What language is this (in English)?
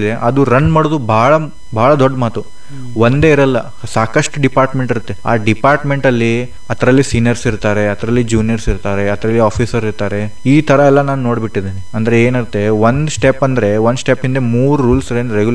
Kannada